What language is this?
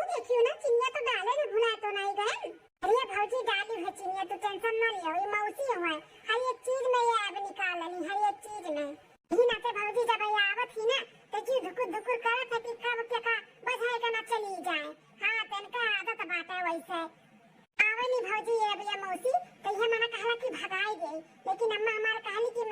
Awadhi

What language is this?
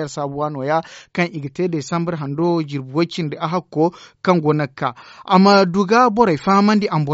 Zarma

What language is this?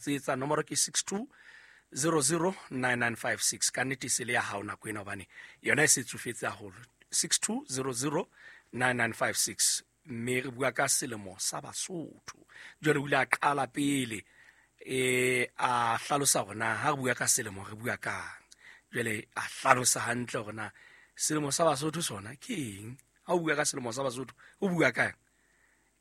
Southern Sotho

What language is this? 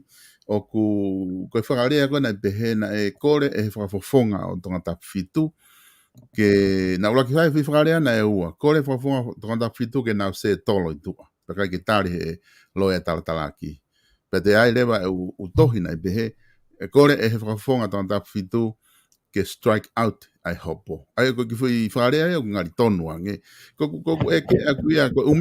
Tongan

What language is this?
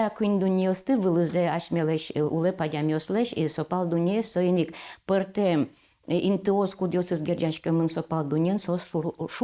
Udmurt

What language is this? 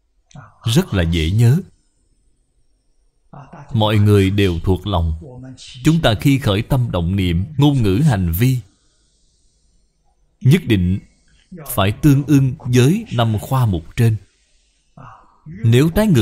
Vietnamese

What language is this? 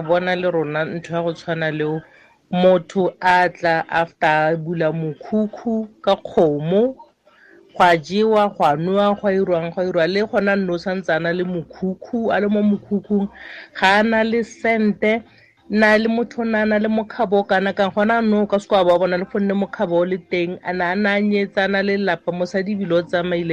Tswana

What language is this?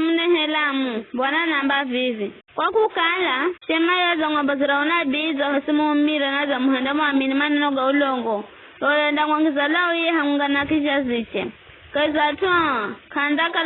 Giryama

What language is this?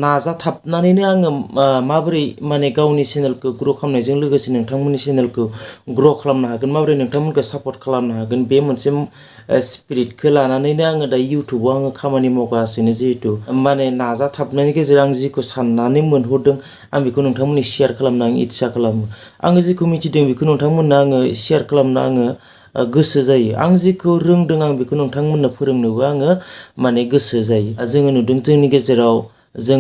Bodo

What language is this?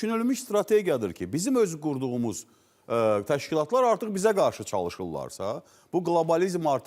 Azerbaijani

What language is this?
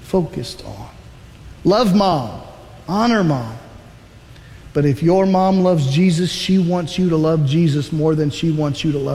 English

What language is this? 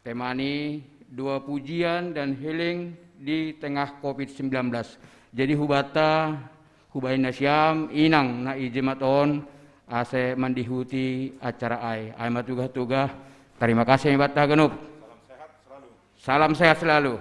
Batak Simalungun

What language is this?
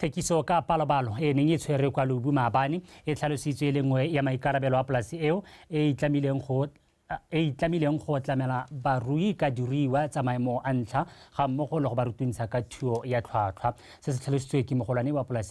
Tswana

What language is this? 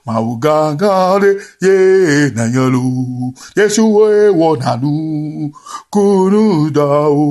Ewe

